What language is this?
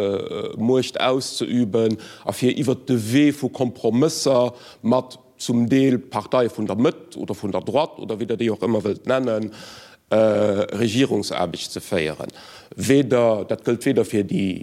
Luxembourgish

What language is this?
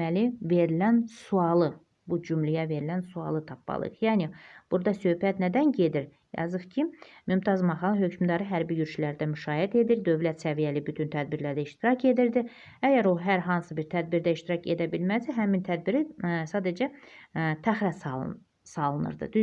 Azerbaijani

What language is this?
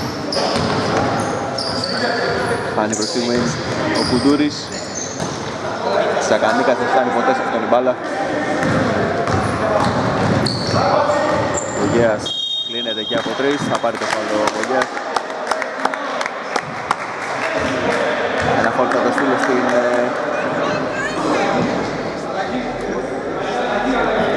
Greek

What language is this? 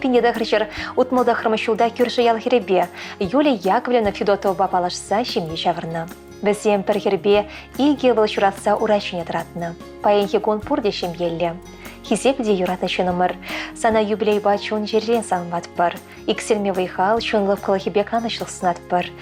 Chuvash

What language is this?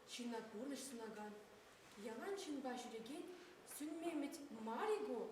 Chuvash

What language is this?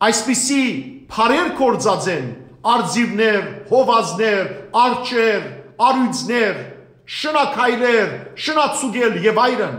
Western Armenian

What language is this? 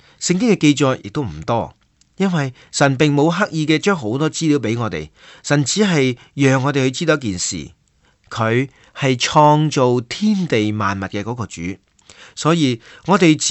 Cantonese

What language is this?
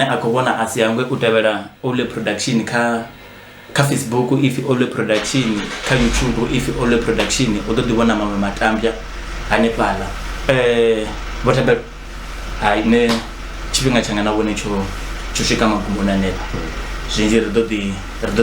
Venda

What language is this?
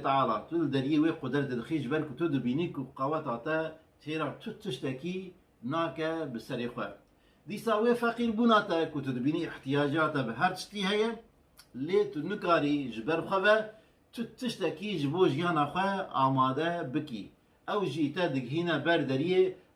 Kurdish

